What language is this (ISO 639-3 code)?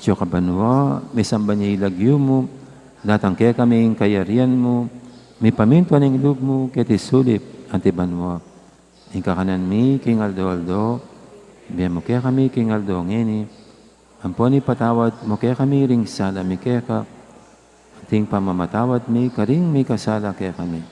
pam